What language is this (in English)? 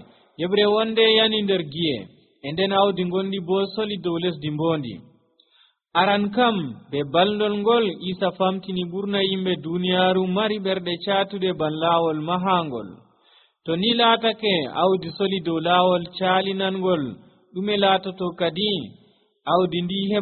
Nigerian Fulfulde